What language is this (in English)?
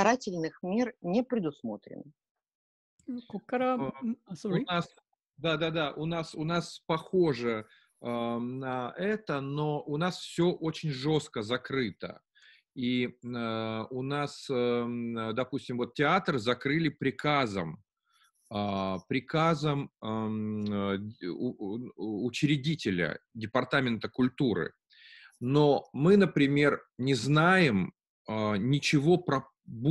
Russian